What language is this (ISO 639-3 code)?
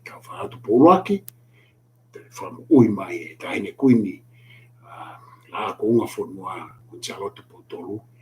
ton